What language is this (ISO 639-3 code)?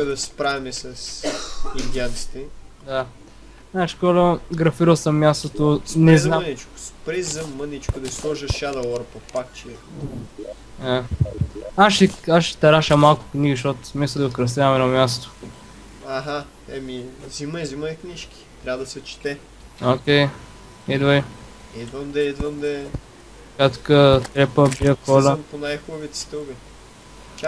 bul